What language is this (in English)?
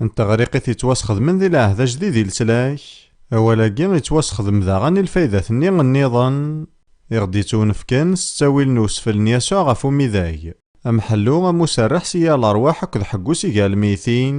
Kabyle